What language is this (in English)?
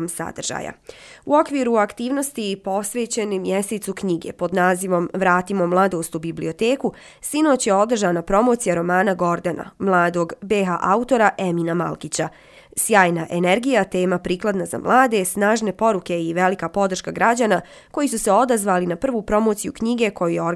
Bosnian